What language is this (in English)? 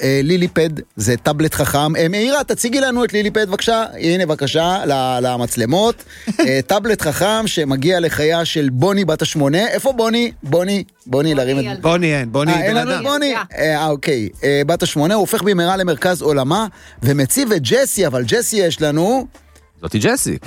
Hebrew